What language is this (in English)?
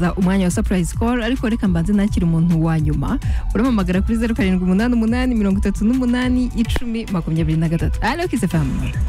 Kinyarwanda